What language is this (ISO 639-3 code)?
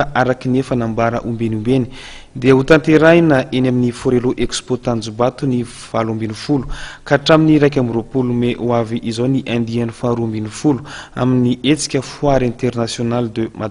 mlg